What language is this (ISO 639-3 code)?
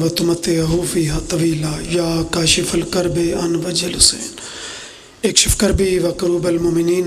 phr